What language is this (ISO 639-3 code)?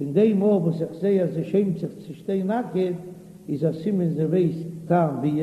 yid